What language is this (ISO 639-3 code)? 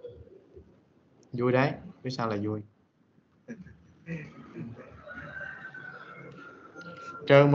vie